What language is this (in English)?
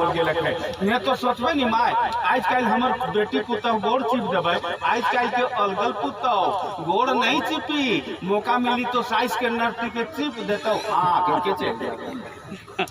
Sadri